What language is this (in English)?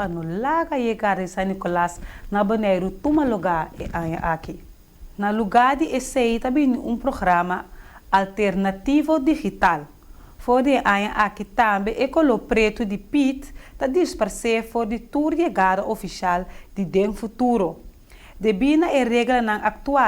Papiamento